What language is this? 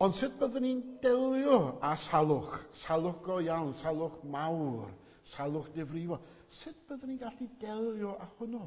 Welsh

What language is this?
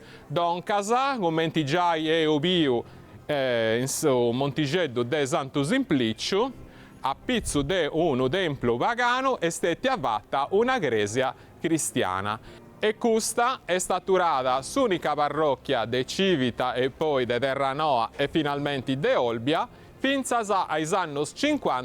Sardinian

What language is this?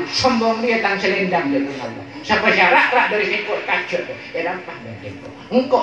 Madurese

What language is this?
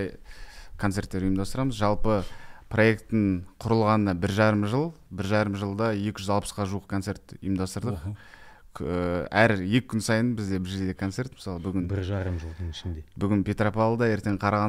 Kazakh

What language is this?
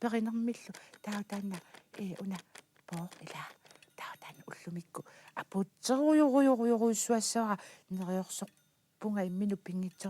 Kalaallisut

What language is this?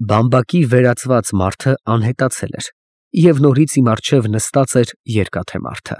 Armenian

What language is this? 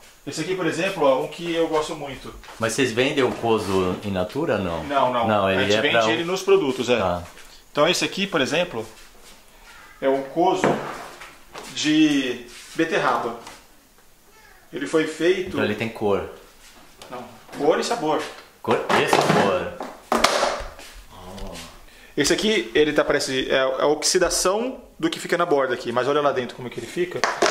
Portuguese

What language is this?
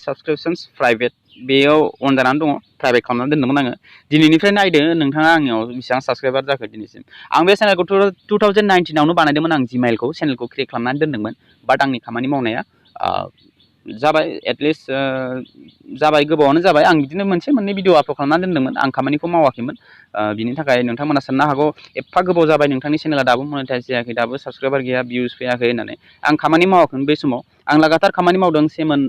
Bodo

